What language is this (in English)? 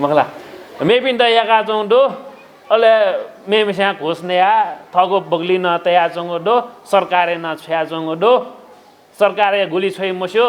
Newari